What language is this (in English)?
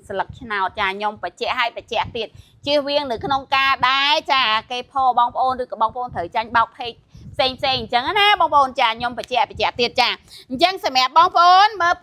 Khmer